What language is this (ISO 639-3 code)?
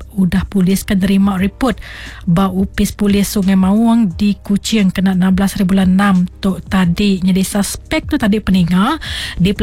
iba